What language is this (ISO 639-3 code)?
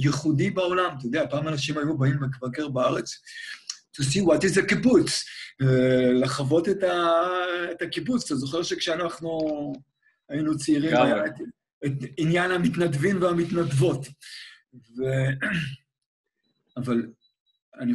heb